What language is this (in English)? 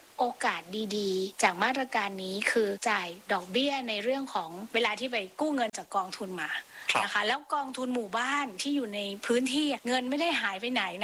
Thai